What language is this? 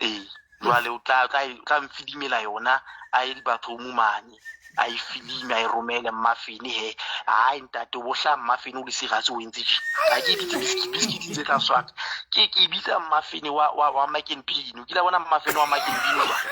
Southern Sotho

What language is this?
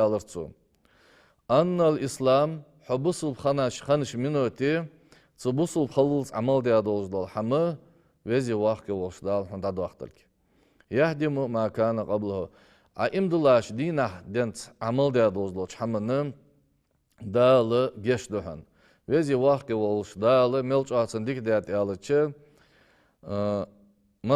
Ingush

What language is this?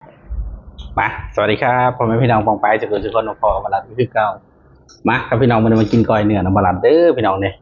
Northeastern Thai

